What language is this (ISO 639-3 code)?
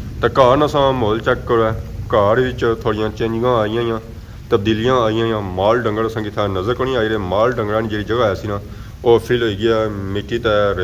phr